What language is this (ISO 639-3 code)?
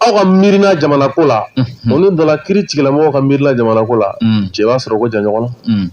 bam